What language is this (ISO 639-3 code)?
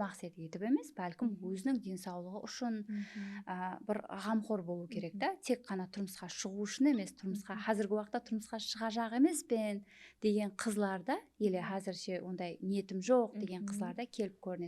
kaa